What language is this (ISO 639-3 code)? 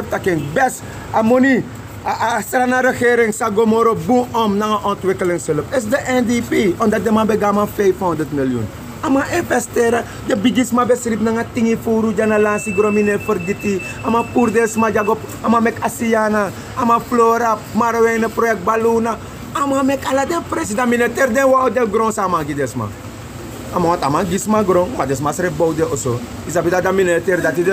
srn